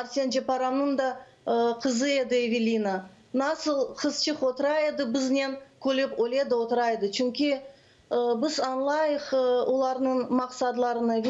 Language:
Crimean Tatar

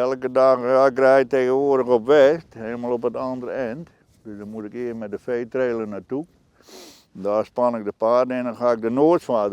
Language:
Western Frisian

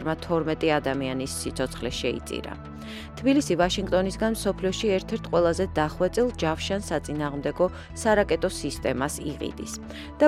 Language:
Georgian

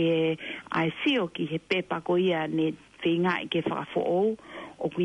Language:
Tongan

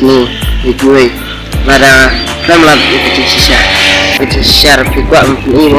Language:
Khasi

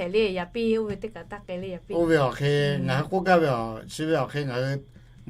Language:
Lahu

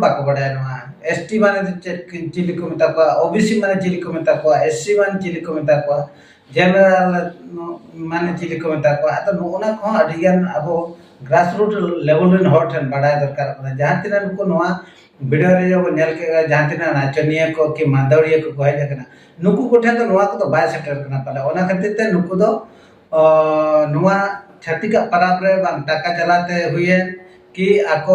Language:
Santali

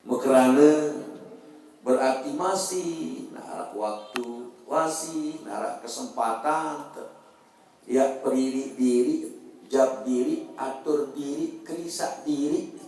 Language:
Sasak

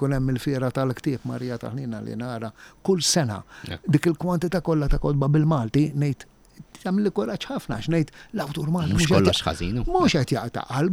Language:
Maltese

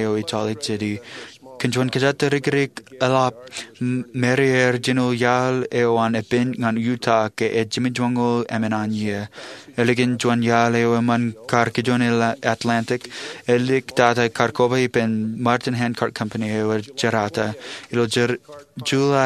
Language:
Marshallese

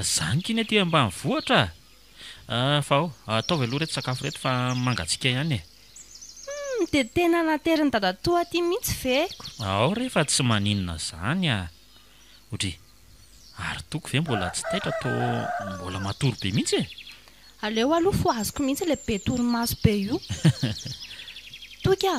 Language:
Malagasy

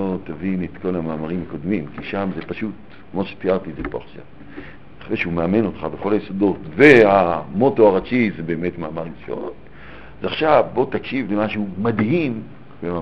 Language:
Hebrew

